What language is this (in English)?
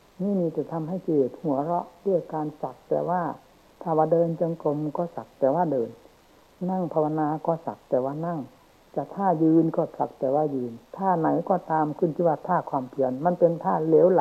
Thai